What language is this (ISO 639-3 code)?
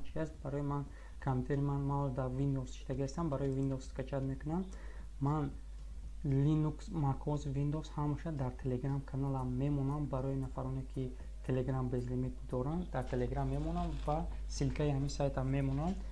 tgk